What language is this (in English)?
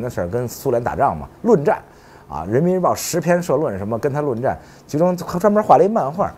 Chinese